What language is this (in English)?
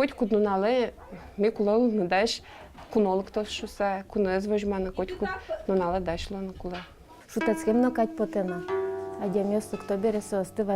Udmurt